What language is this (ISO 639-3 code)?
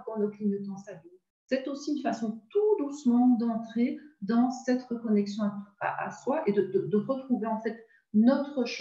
fra